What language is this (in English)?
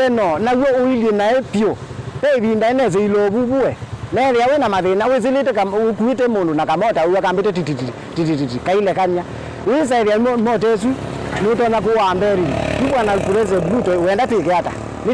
Kamba